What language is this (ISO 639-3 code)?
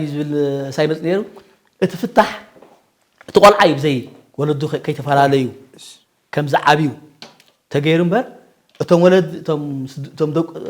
tir